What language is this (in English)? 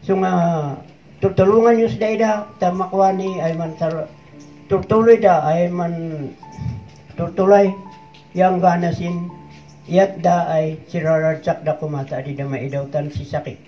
Kankanaey